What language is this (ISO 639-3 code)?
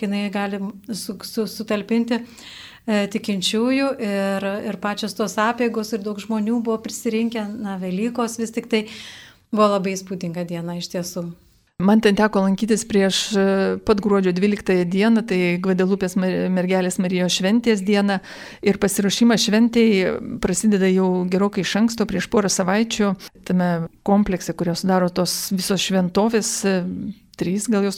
lit